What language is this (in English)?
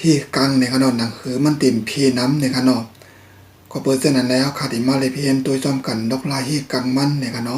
Shan